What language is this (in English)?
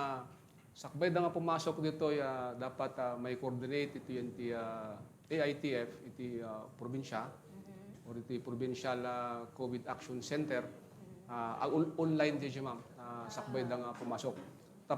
Iloko